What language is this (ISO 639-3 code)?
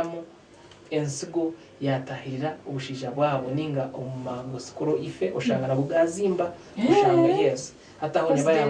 nyn